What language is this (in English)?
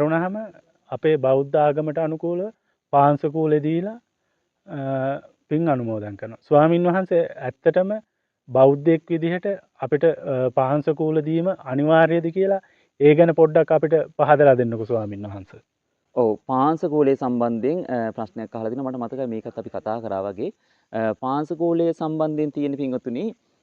Sinhala